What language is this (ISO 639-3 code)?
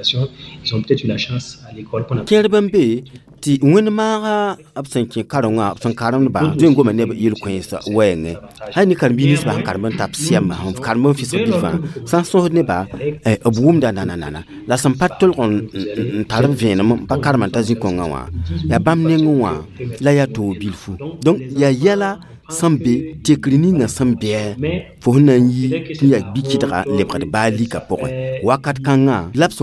mos